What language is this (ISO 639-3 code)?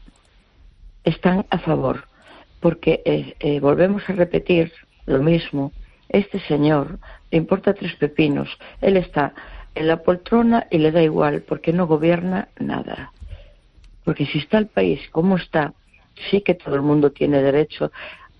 spa